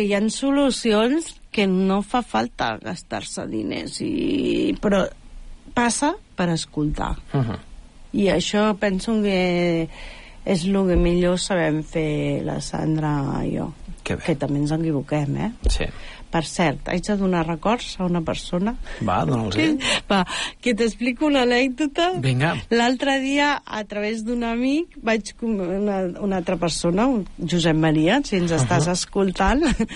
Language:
Catalan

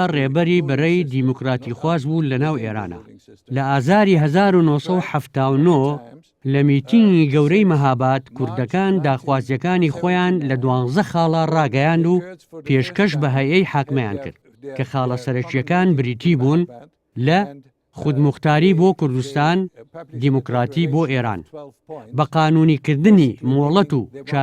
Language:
Central Kurdish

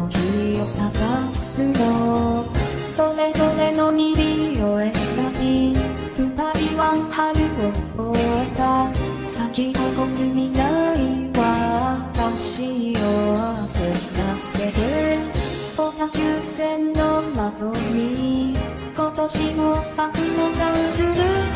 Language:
Japanese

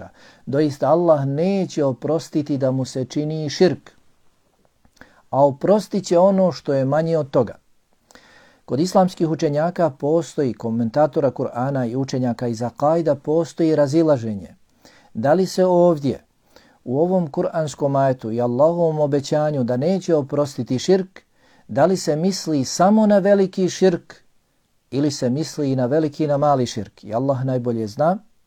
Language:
Bosnian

